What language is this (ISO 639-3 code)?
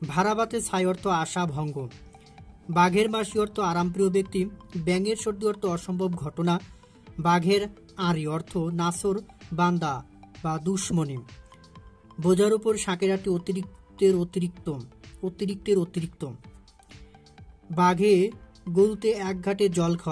ben